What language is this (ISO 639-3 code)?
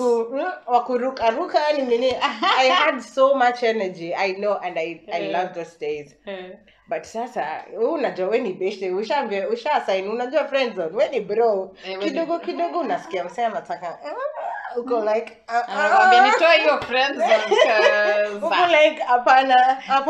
swa